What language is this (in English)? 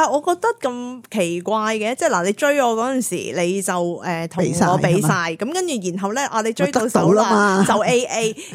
Cantonese